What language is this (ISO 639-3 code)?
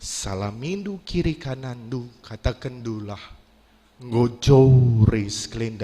btx